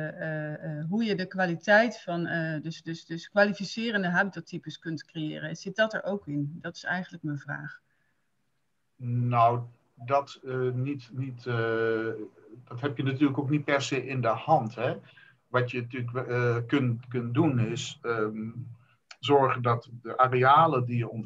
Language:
Dutch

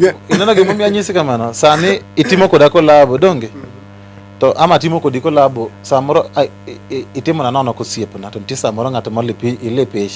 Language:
Luo (Kenya and Tanzania)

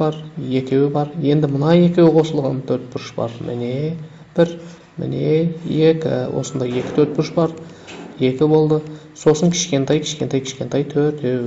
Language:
Kazakh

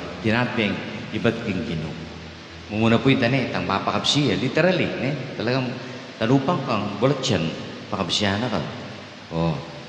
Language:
Pampanga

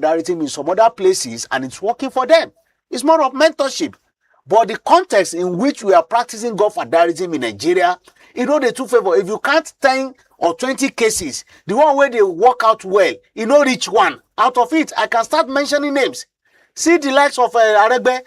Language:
Nigerian Pidgin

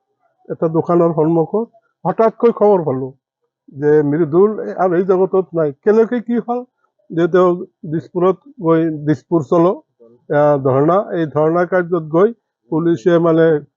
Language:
Assamese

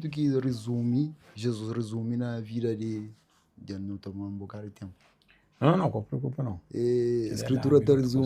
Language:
Kabuverdianu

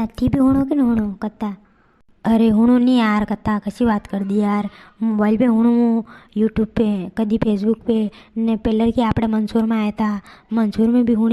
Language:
Rajasthani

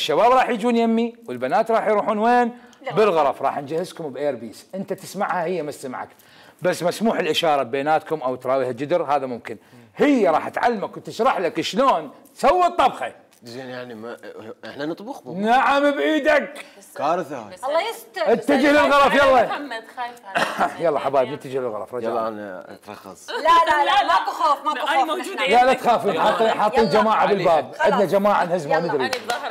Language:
Mesopotamian Arabic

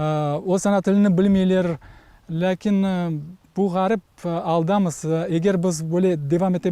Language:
Crimean Tatar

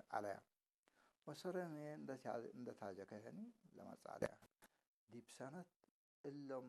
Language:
Tigre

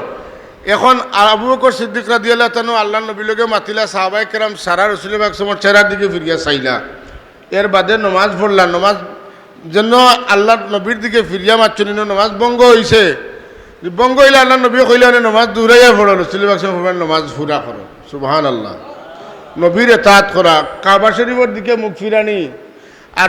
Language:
Sylheti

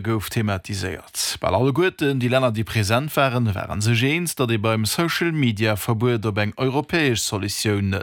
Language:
Luxembourgish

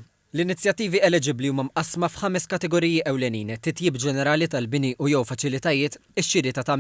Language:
Maltese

